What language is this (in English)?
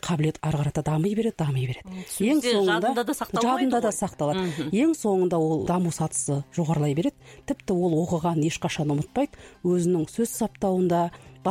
Kazakh